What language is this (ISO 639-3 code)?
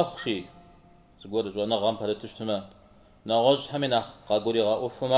kbd